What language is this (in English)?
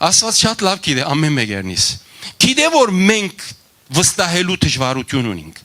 Western Armenian